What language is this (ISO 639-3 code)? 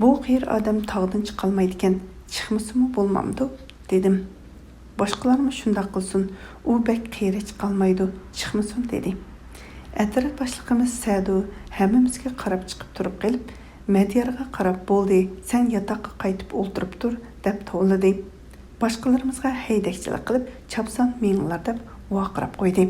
uig